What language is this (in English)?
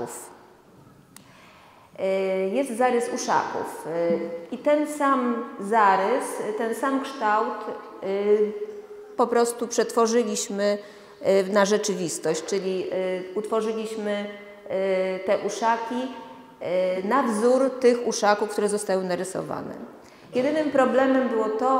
Polish